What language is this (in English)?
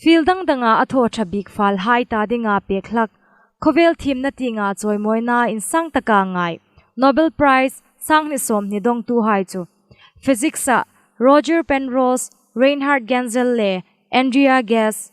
Hmar